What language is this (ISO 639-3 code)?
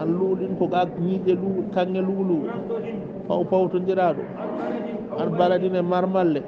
ful